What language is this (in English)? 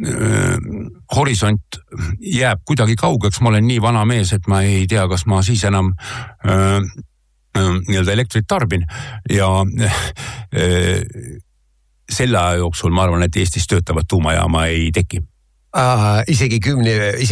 Estonian